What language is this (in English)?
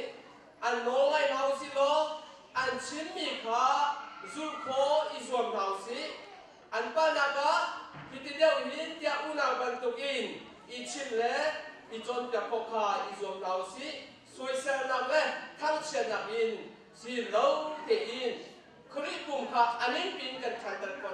Hakha Chin